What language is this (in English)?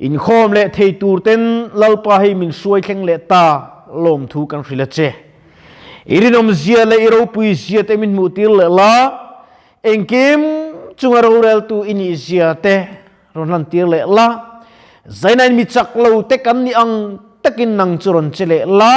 Mizo